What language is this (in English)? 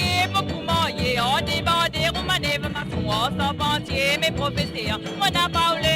Morisyen